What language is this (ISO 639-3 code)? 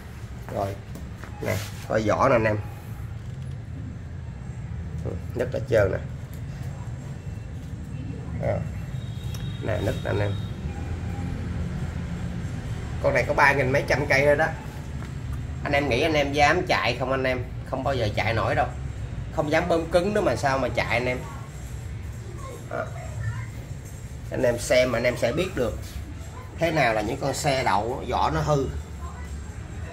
vie